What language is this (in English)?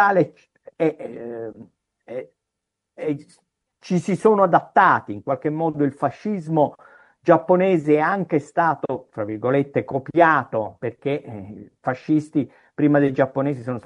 Italian